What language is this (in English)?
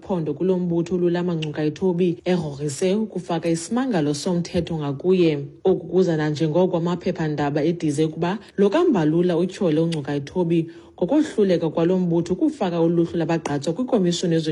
Xhosa